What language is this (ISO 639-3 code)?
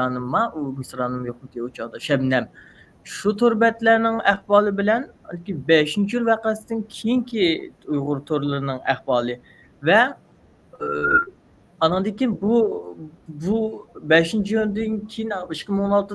uig